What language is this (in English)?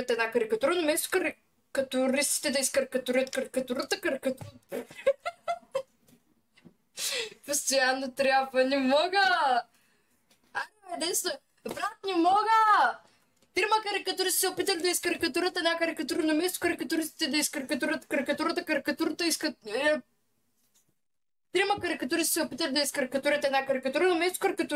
Bulgarian